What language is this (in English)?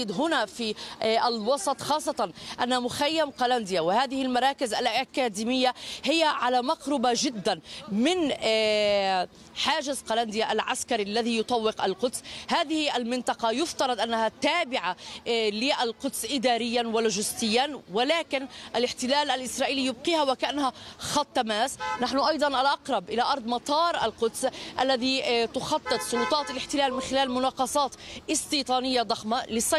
Arabic